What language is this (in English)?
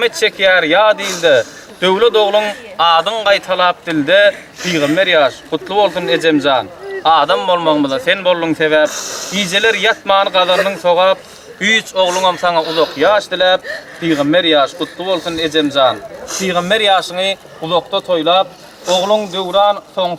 Turkmen